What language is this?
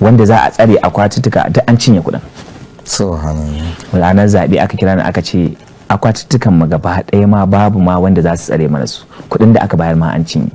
Hausa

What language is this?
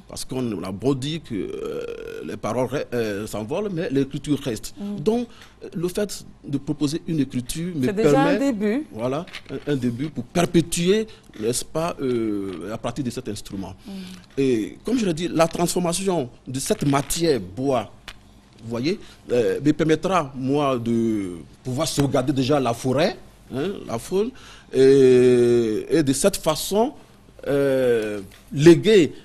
French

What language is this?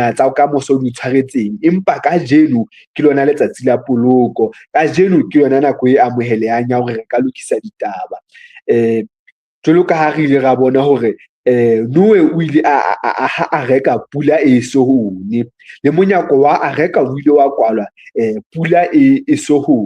Southern Sotho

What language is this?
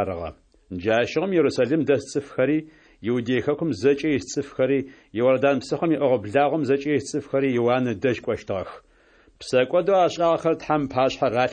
Adyghe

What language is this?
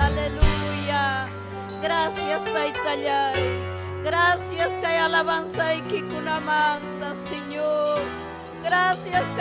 Ayacucho Quechua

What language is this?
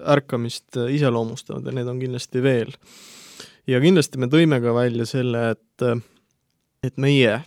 Estonian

